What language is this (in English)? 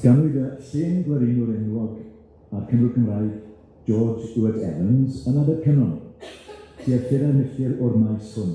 Welsh